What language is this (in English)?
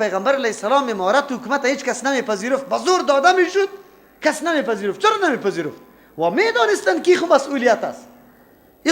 Persian